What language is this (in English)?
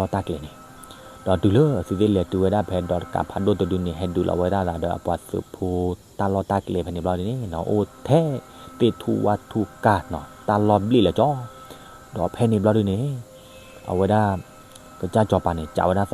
S'gaw Karen